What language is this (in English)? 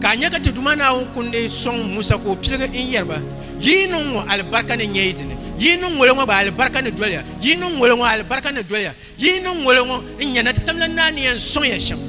Dagbani